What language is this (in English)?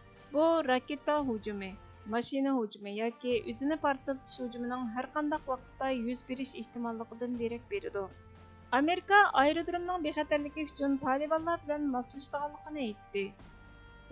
Uyghur